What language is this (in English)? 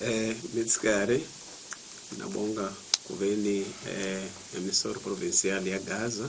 Tsonga